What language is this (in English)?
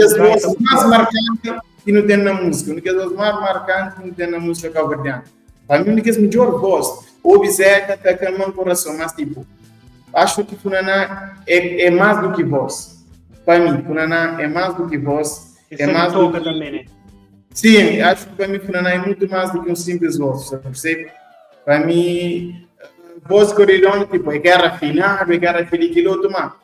Kabuverdianu